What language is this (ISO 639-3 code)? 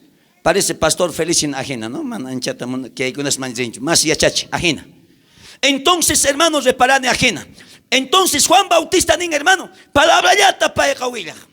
quh